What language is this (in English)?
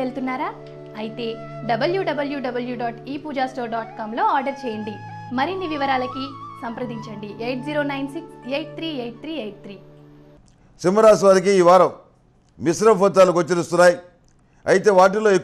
Telugu